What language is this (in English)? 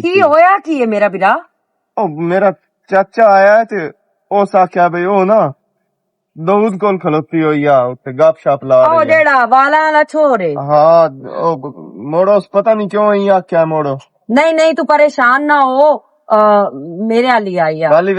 Western Panjabi